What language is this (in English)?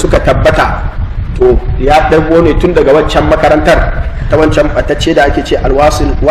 Hausa